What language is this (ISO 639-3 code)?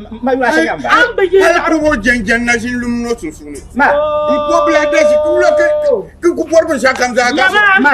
dag